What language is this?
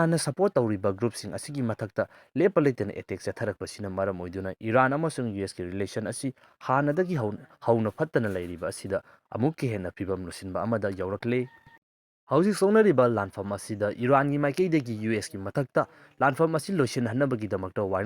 Manipuri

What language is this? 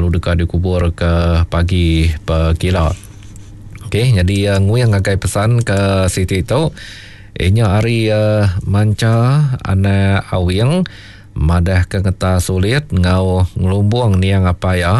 Iban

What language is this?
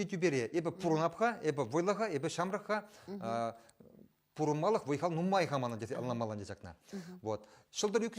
Chuvash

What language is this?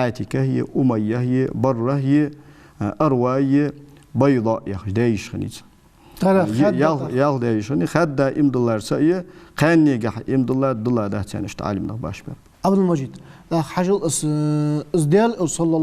Ingush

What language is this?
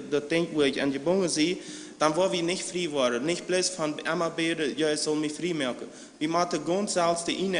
Plautdietsch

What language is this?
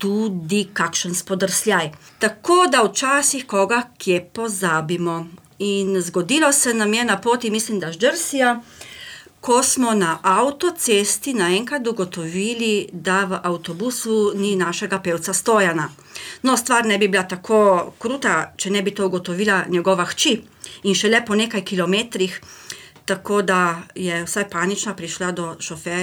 Slovenian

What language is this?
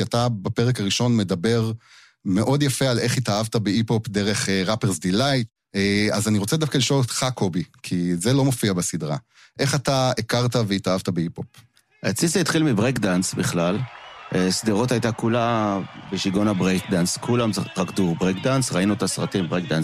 Hebrew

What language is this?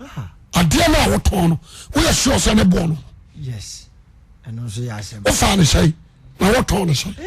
Akan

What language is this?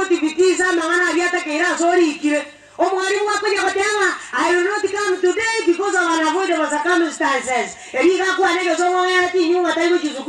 Gusii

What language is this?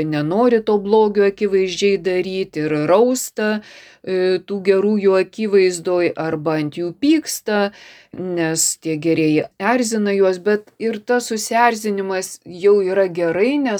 Lithuanian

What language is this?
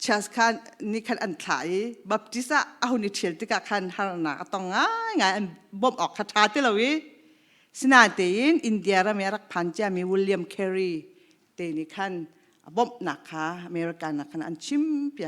Hakha Chin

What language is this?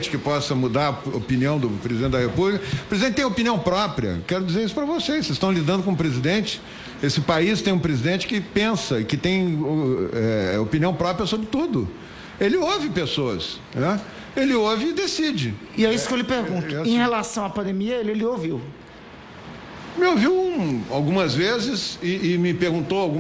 Portuguese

